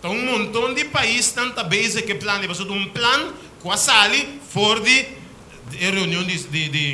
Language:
Papiamento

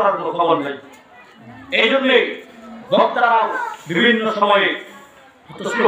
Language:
Bangla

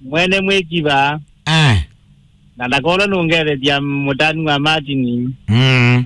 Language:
Kamba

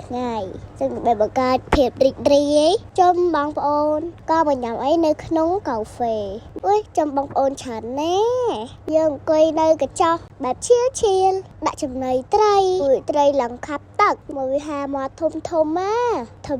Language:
Khmer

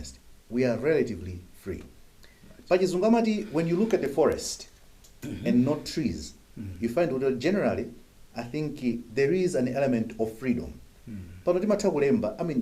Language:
Nyanja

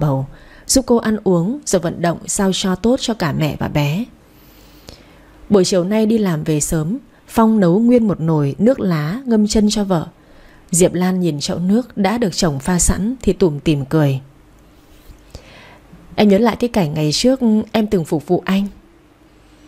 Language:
Vietnamese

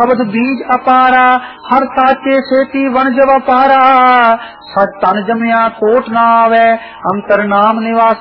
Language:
Punjabi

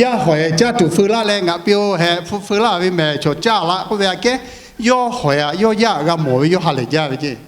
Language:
Lahu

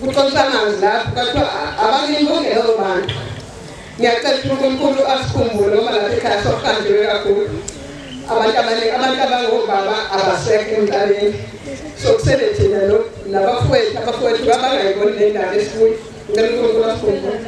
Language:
Zulu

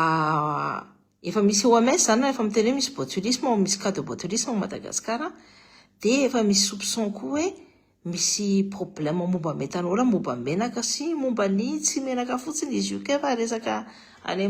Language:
Malagasy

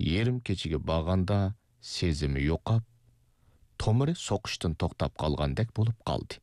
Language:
Uyghur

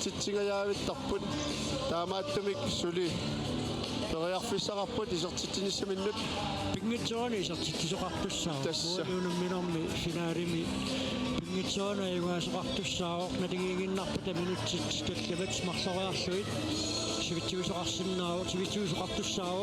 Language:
Kalaallisut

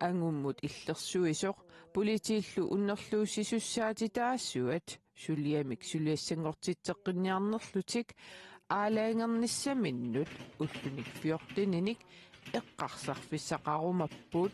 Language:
Kalaallisut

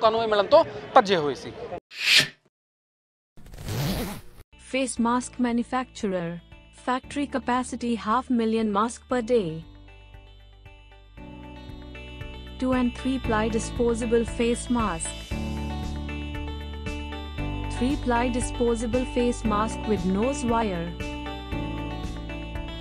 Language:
Punjabi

